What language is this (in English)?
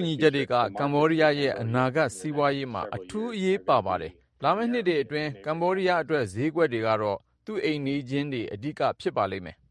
Burmese